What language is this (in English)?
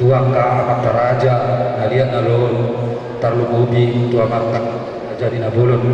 Batak Toba